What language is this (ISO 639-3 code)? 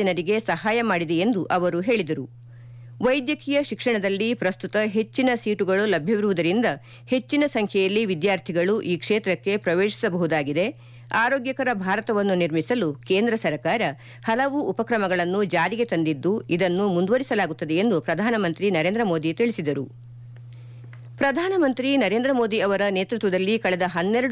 kan